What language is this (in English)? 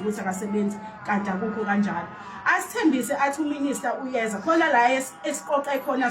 Zulu